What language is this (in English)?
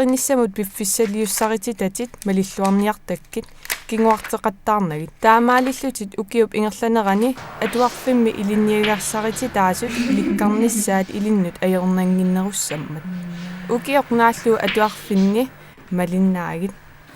Kalaallisut